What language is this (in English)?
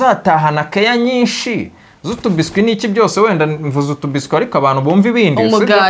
Kinyarwanda